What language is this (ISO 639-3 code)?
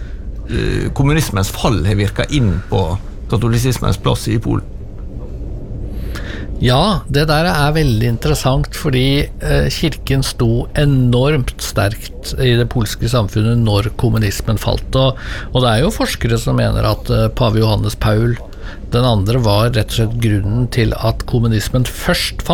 nor